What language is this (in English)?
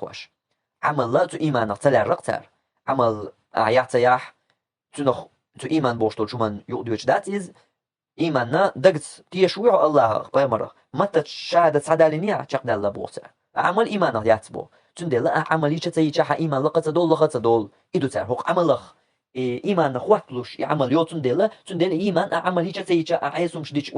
Chechen